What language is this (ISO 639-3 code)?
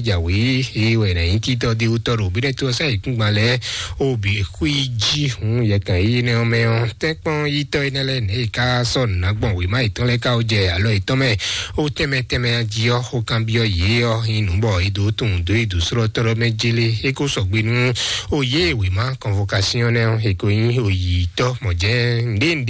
fon